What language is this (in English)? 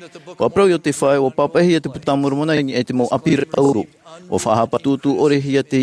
Tahitian